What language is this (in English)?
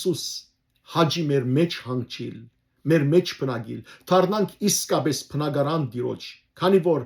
Western Armenian